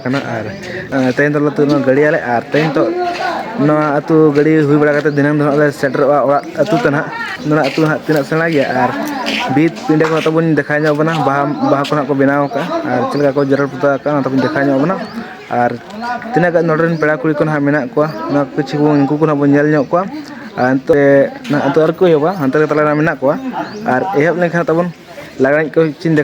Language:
Santali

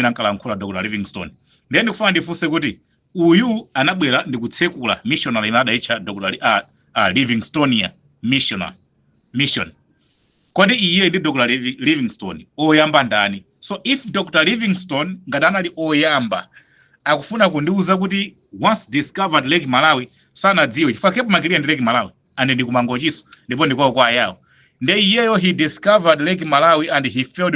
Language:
Nyanja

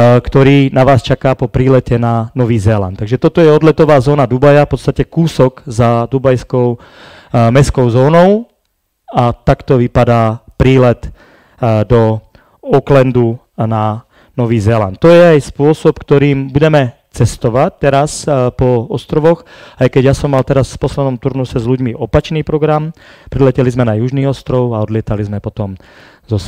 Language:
Slovak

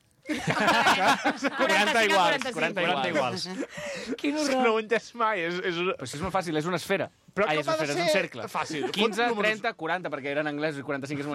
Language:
Catalan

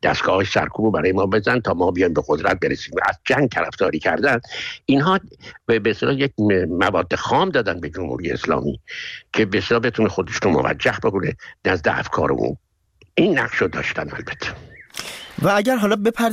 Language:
Persian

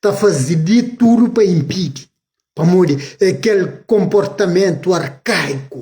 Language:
Kabuverdianu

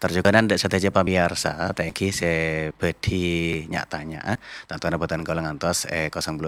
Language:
Madurese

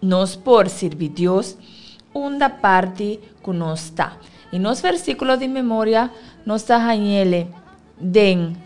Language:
Papiamento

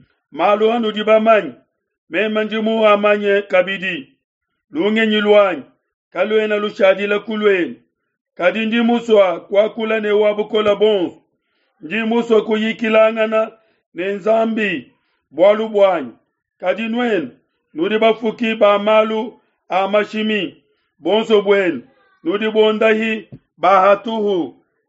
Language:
Luba-Lulua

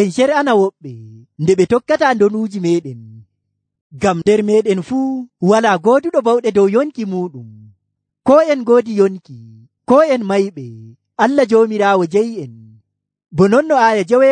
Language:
Nigerian Fulfulde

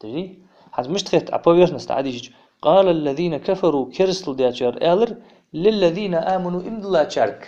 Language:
Ingush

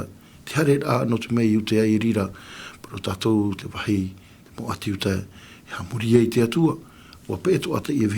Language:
Tahitian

